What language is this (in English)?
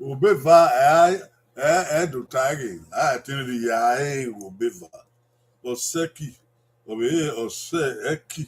Bini